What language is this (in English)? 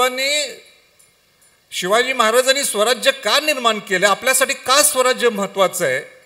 Marathi